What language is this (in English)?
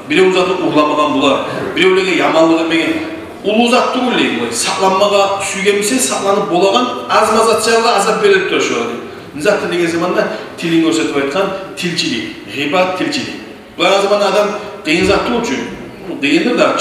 Kumyk